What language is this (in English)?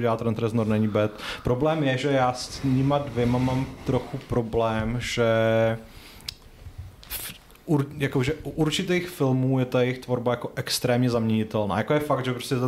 Czech